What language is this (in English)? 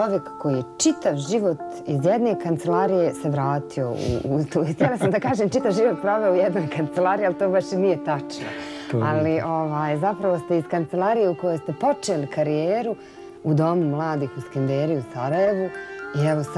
Bosnian